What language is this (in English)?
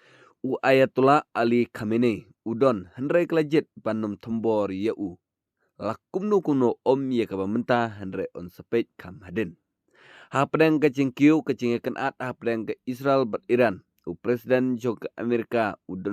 Khasi